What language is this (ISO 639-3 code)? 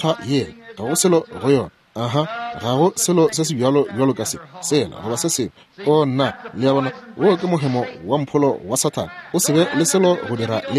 nso